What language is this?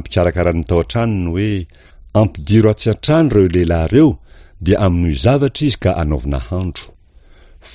Malagasy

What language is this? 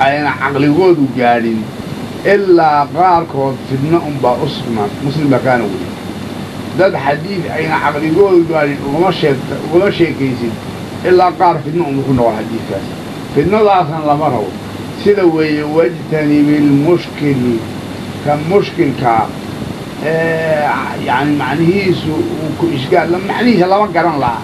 Somali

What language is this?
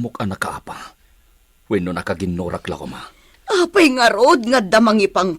Iloko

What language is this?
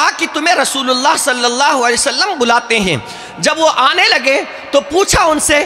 Urdu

